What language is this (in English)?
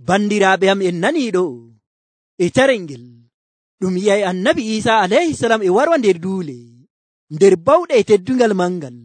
Nigerian Fulfulde